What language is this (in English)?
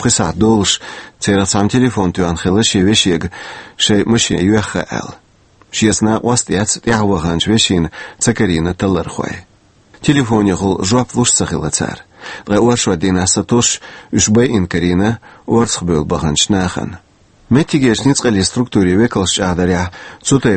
Chechen